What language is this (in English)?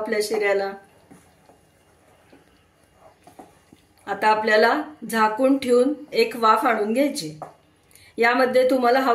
Marathi